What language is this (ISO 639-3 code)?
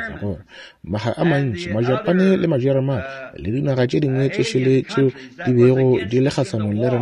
nso